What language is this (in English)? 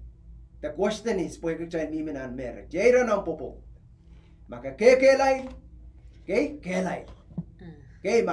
Pohnpeian